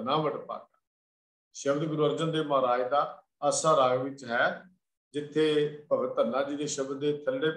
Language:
Punjabi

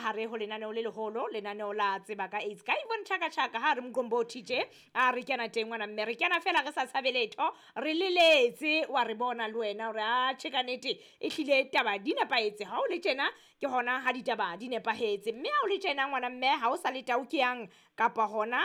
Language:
Southern Sotho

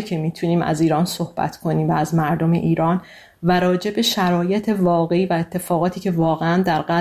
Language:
Persian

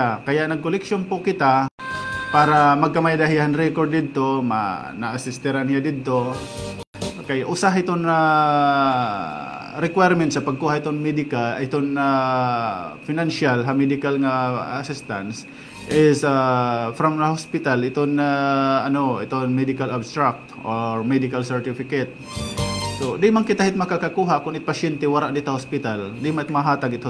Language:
Waray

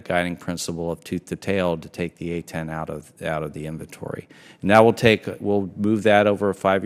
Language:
English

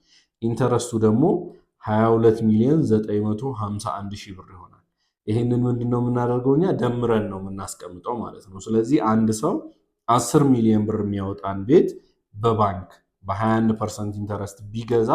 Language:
Amharic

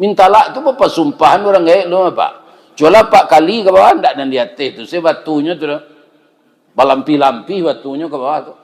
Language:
Minangkabau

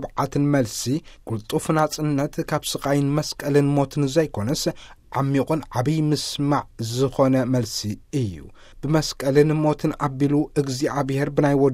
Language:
Tigrinya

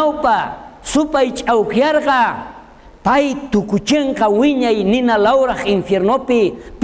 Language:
South Bolivian Quechua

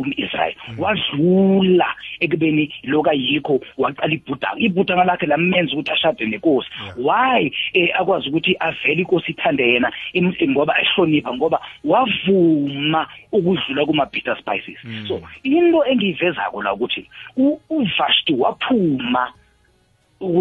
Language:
South Ndebele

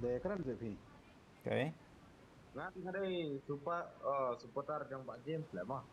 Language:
Khasi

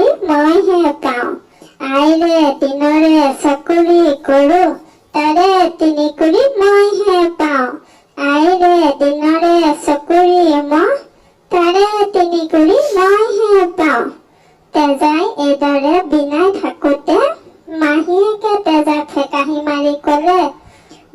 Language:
Assamese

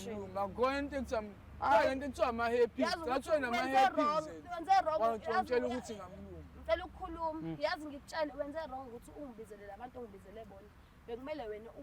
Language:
Zulu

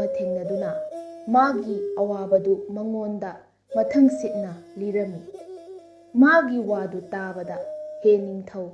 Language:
Manipuri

